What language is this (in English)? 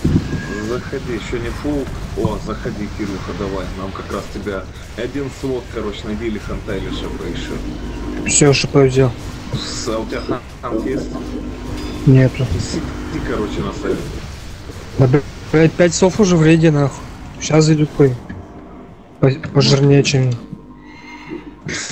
Russian